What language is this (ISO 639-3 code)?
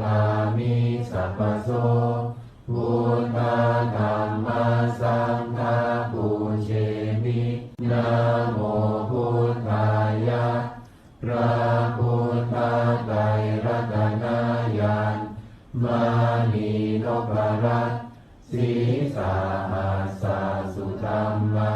pli